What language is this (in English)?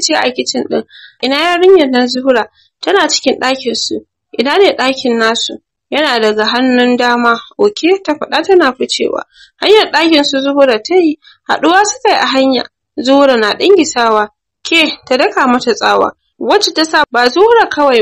Hausa